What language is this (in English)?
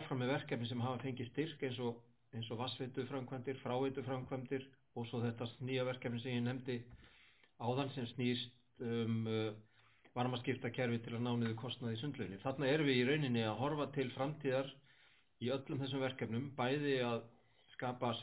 Icelandic